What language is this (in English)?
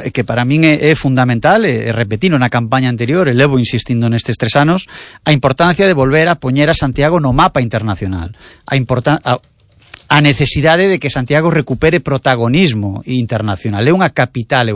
Galician